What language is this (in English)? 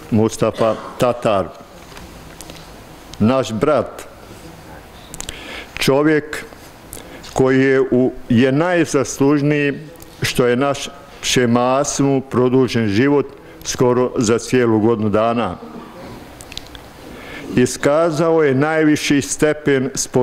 Bosnian